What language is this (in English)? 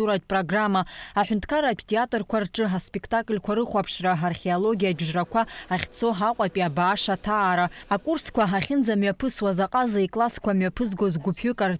Abkhazian